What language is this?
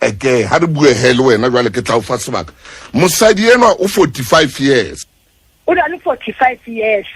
Southern Sotho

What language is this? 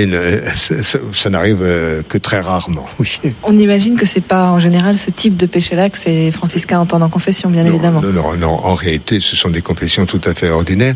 French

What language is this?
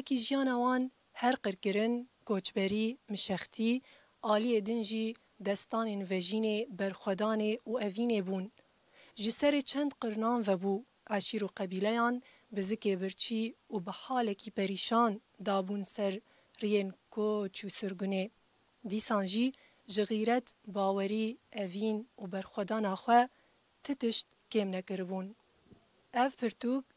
Kurdish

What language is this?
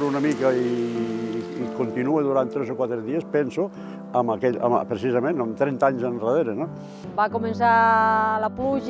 Catalan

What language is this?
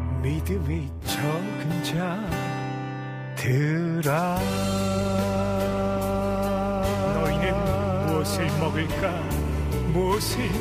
Korean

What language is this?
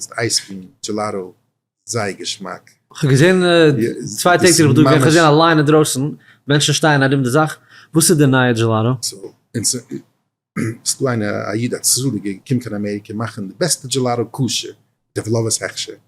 Yiddish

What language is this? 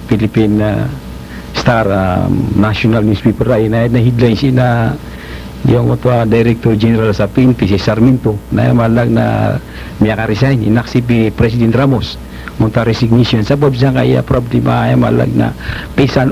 Maranao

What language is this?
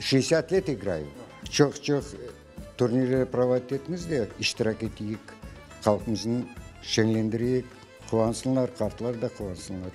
Crimean Tatar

